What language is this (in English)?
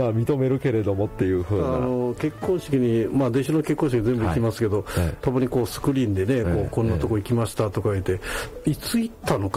Japanese